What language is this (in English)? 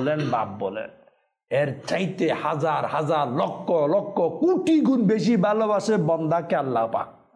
Bangla